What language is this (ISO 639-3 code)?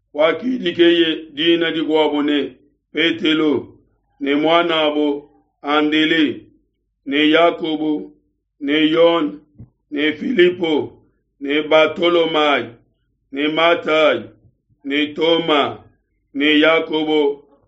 lua